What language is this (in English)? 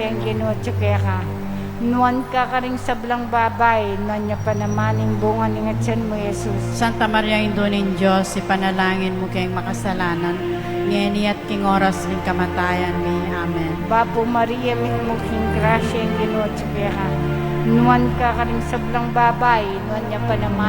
Pampanga